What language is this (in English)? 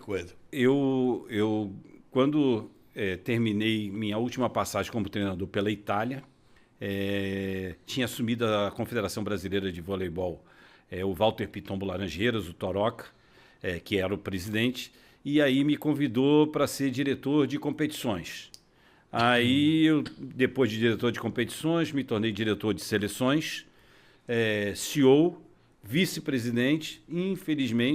Portuguese